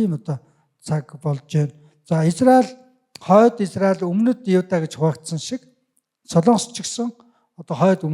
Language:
Mongolian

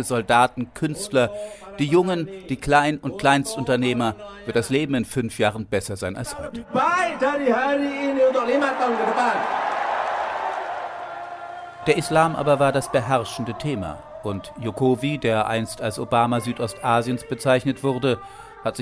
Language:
German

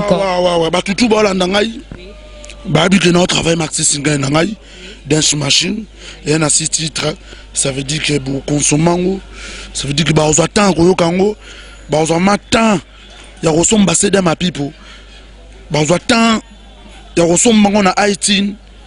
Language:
Lingala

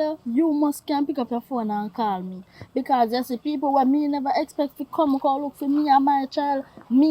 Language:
Jamaican Creole English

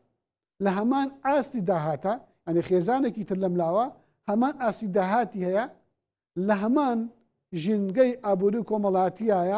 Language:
Central Kurdish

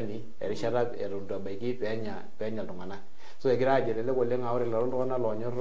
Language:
Masai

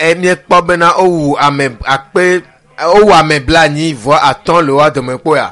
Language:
Ewe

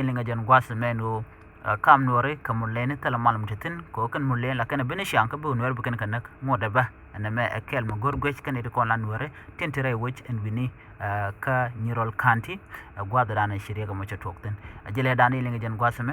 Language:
Nuer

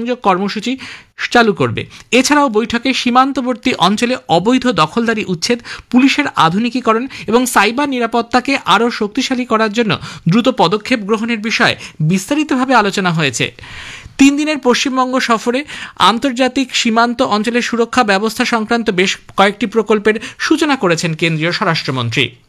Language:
Bangla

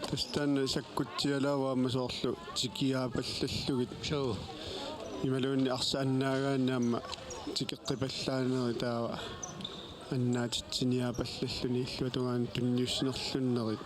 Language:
Kalaallisut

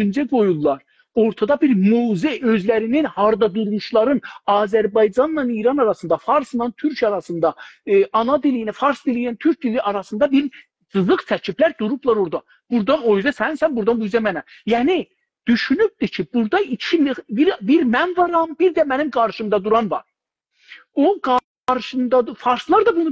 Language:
South Azerbaijani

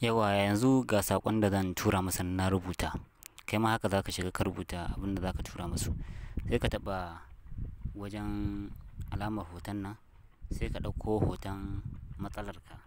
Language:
Hausa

